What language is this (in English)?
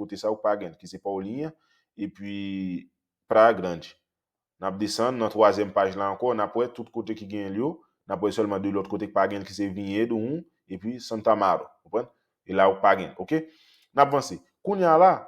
Haitian Creole